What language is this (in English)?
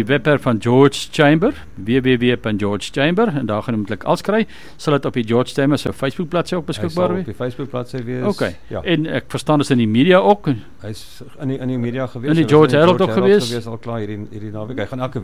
Afrikaans